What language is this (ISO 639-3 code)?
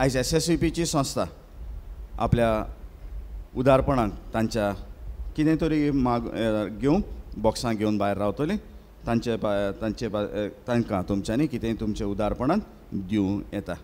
kok